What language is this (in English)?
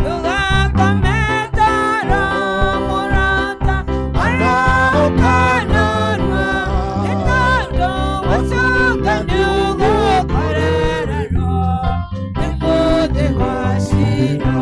Kikuyu